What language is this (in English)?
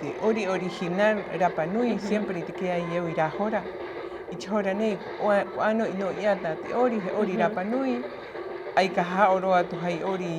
Rapanui